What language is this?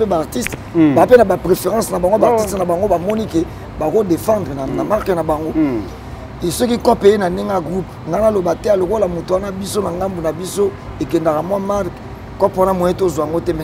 Lingala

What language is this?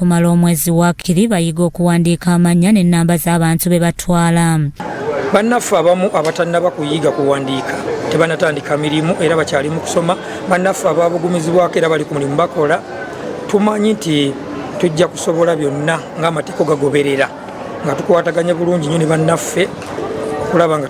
Ganda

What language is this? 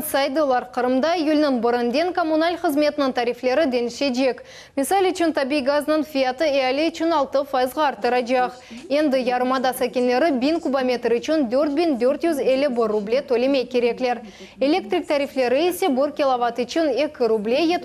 Crimean Tatar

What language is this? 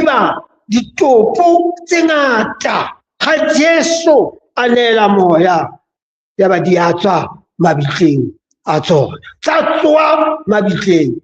Southern Sotho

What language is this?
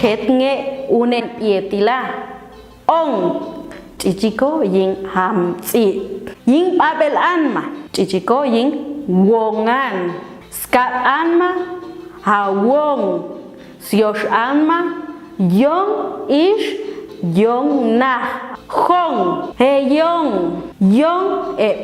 Popti'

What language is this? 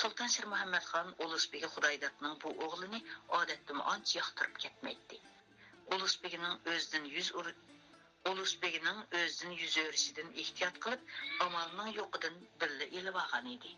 Uyghur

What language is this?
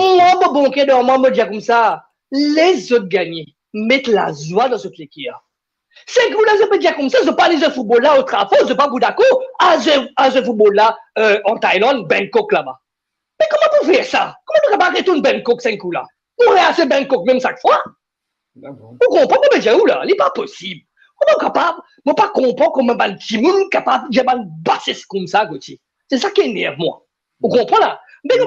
Morisyen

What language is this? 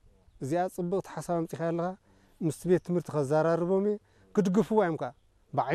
Tigrinya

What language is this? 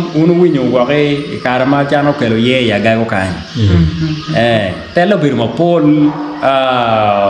Acoli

